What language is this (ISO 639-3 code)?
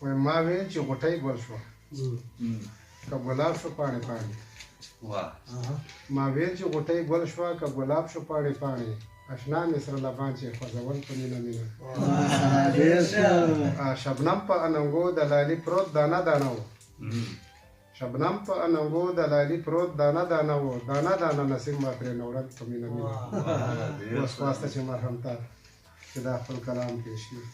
pus